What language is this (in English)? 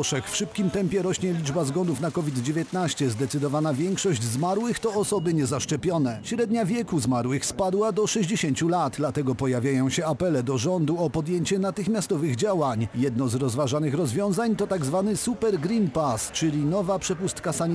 Polish